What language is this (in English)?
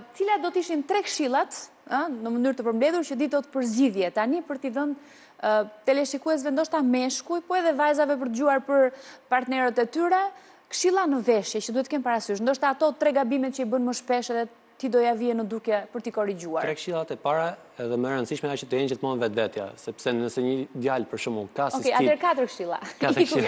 Albanian